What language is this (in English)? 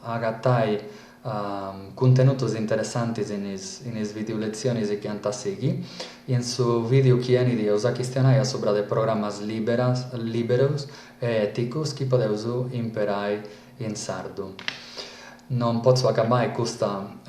Sardinian